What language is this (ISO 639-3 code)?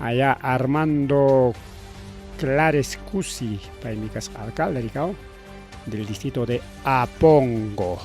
quy